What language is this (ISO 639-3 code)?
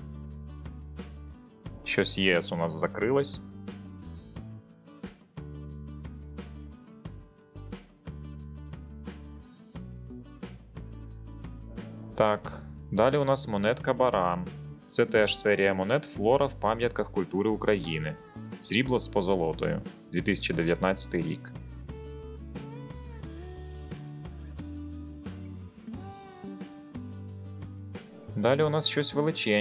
ukr